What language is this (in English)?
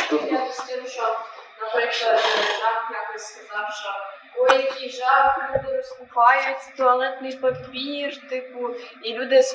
Ukrainian